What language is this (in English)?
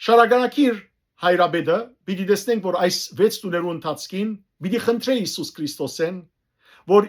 Western Armenian